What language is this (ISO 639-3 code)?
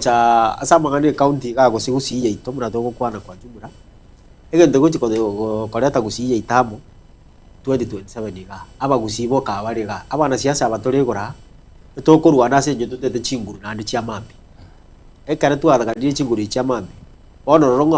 guz